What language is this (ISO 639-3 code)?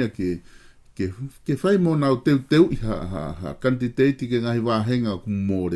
ton